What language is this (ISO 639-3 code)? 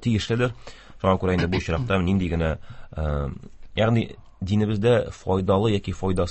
tat